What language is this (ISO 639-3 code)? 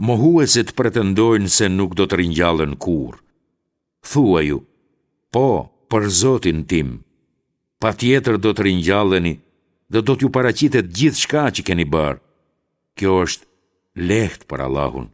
sqi